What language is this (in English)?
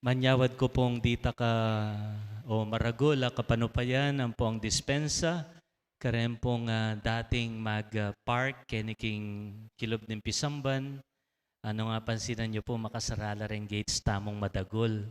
Pampanga